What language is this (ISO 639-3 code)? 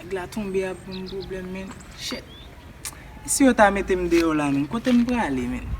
hat